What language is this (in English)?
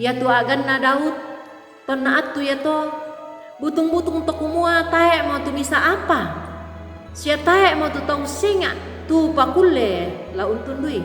Toraja-Sa'dan